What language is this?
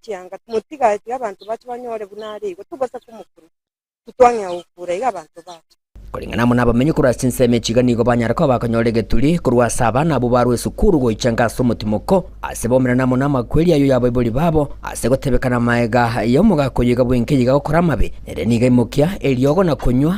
Gusii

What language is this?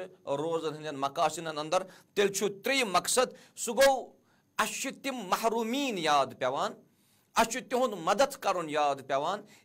Kashmiri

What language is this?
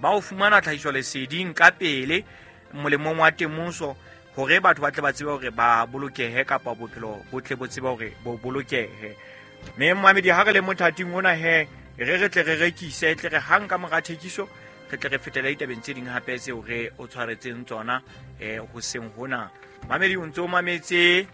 Southern Sotho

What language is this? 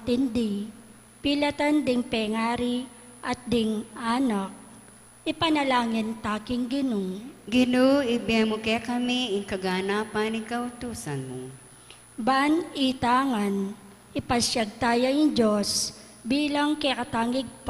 Pampanga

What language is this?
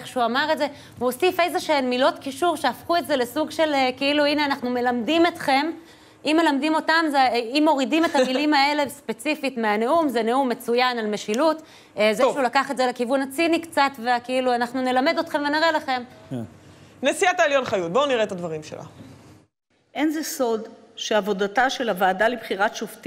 Hebrew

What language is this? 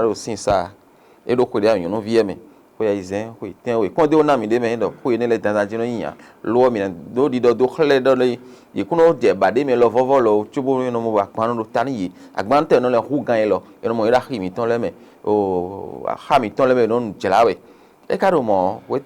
Fon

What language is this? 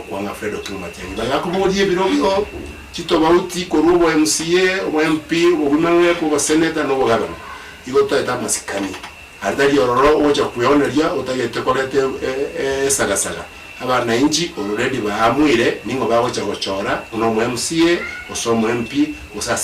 Gusii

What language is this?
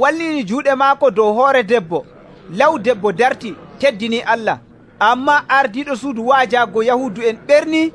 Nigerian Fulfulde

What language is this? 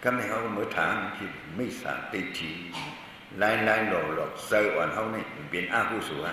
Shan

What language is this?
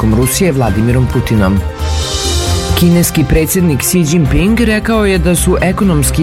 Serbian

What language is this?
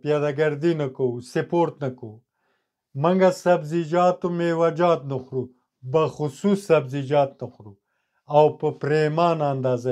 Pashto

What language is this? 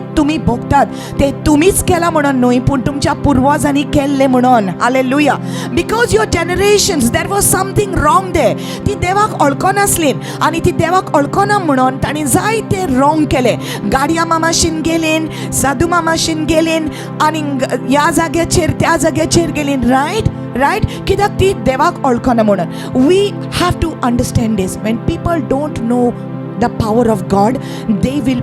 Konkani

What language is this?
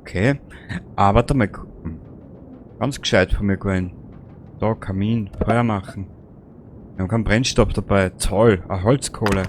Bavarian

